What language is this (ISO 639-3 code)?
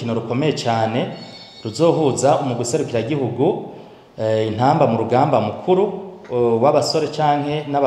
run